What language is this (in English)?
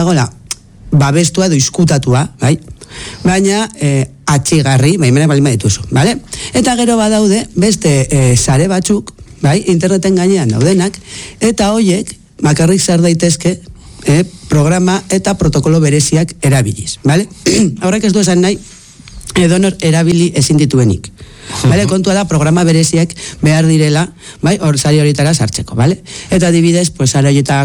Basque